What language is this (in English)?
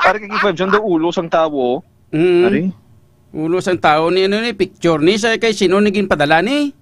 Hiligaynon